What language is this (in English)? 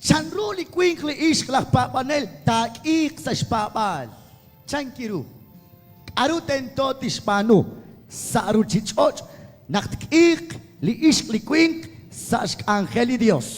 Kekchí